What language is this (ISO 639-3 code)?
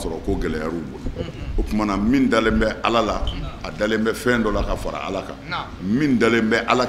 bam